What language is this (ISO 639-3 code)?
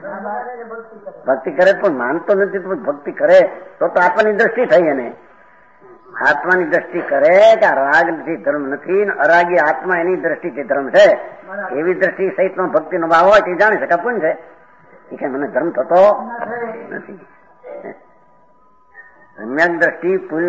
guj